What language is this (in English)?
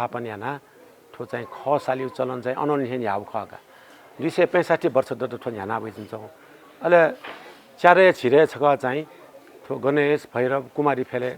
Newari